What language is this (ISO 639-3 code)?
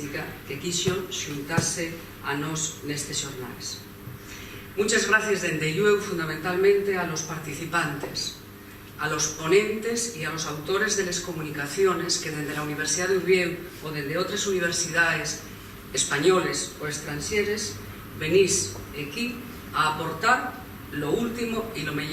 ast